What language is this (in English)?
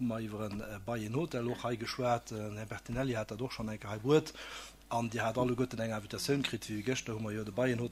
Luxembourgish